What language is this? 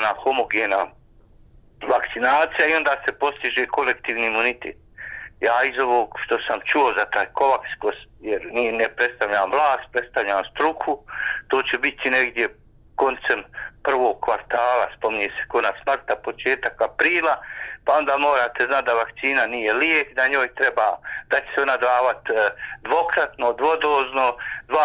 Bosnian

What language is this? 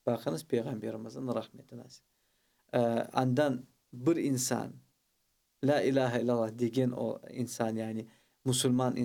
Crimean Tatar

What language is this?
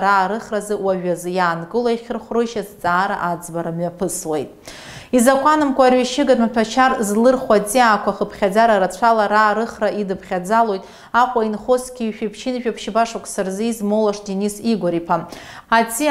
Abkhazian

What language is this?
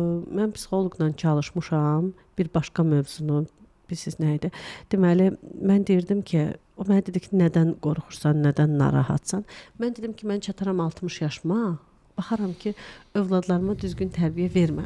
Azerbaijani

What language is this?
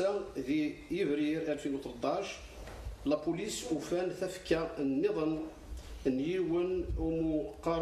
Kabyle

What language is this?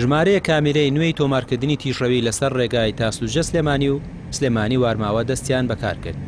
Central Kurdish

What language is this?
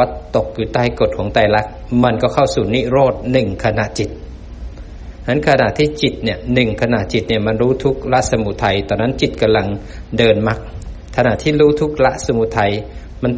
Thai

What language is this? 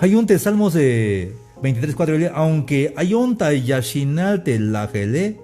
Tzeltal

